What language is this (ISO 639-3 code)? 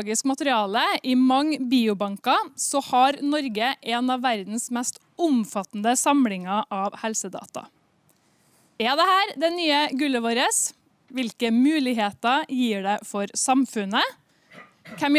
nor